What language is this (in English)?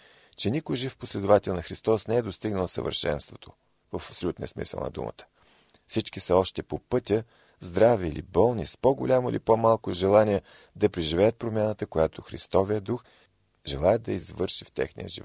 Bulgarian